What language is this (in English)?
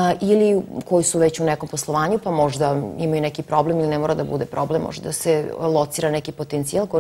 Serbian